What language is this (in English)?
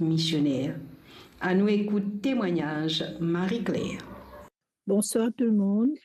Morisyen